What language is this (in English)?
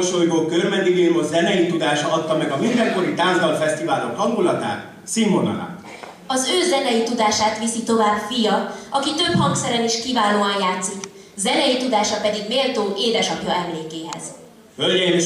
Hungarian